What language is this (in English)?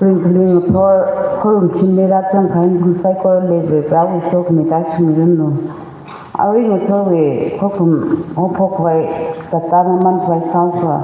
Tangkhul Naga (India)